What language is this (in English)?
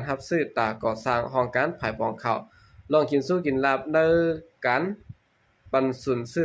Shan